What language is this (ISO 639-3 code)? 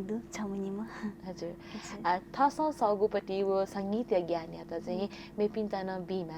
new